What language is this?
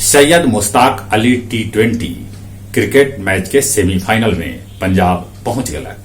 Magahi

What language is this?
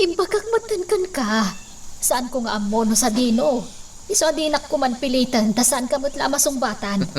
Iloko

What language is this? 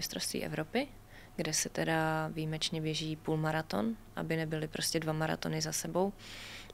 Czech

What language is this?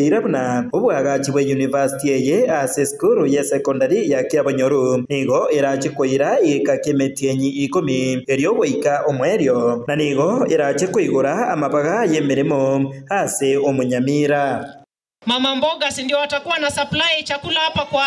Gusii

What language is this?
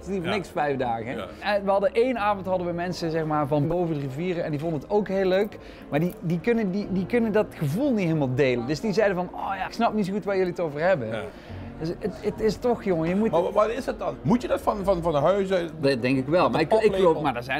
Limburgish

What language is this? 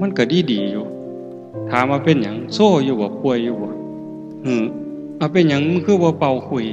Northeastern Thai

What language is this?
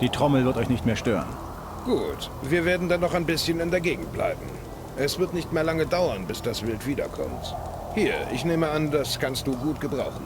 Bavarian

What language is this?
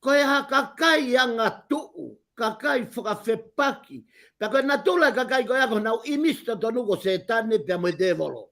Tongan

